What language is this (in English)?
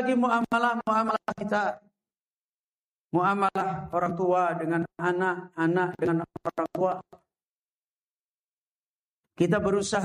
Indonesian